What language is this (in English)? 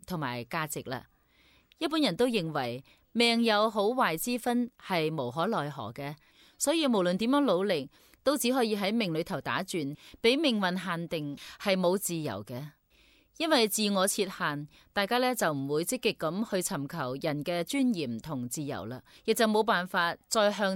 Cantonese